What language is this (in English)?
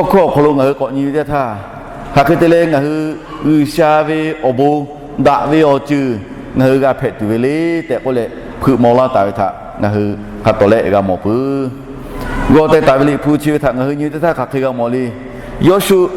Lahu